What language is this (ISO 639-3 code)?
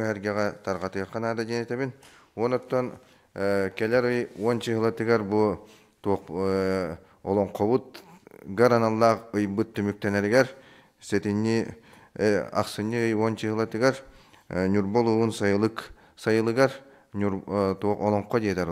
sah